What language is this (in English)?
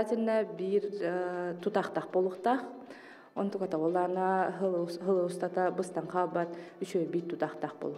Yakut